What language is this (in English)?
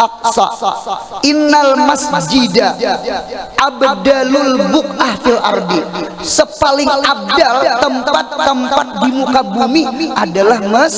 Banjar